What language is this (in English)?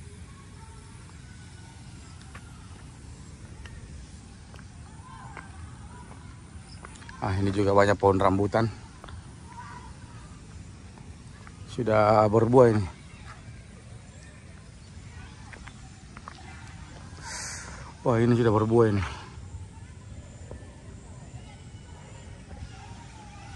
Indonesian